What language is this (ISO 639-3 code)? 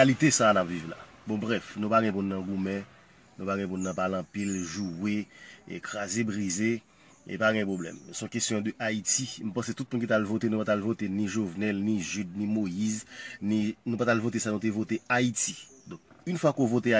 hat